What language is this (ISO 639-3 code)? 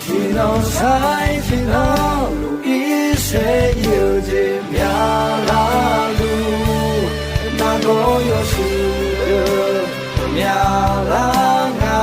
ahk